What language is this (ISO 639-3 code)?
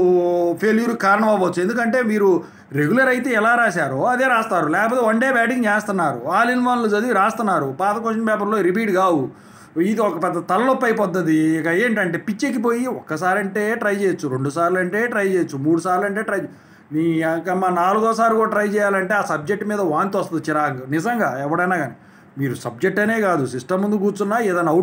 tel